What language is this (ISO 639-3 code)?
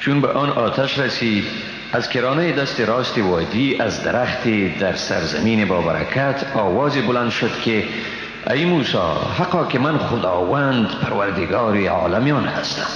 fas